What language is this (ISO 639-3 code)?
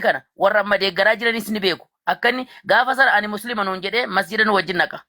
orm